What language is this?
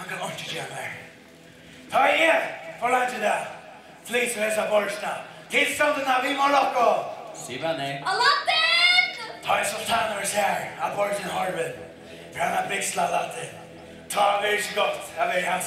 Faroese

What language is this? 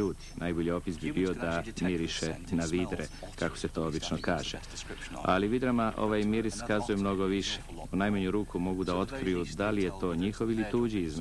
Serbian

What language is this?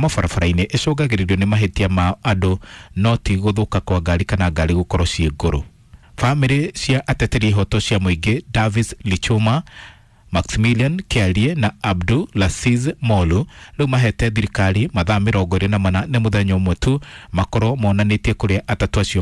Kikuyu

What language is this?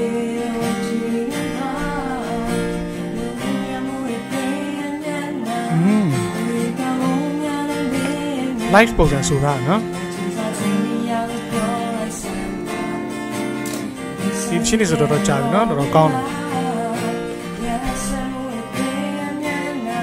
Burmese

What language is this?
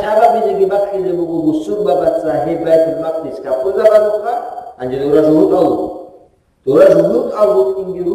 Avaric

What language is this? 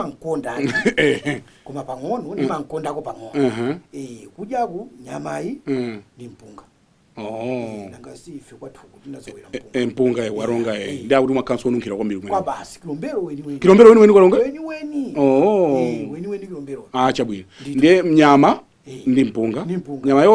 Nyanja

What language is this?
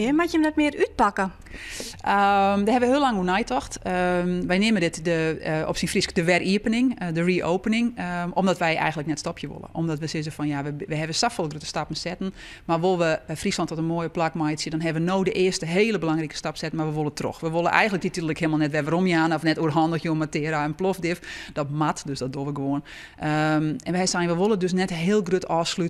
Western Frisian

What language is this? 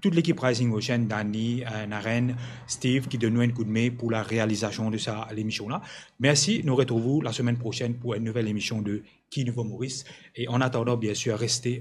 Morisyen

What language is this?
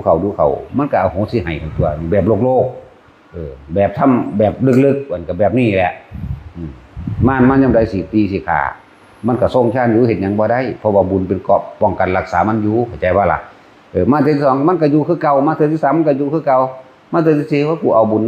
Northeastern Thai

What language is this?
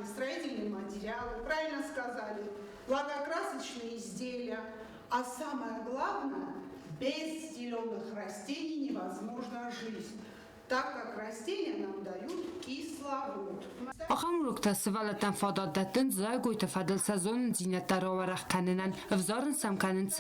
Ossetic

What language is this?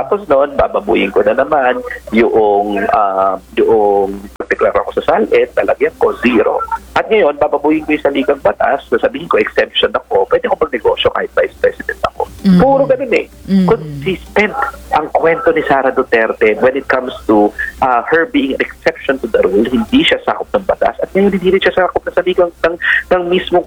Filipino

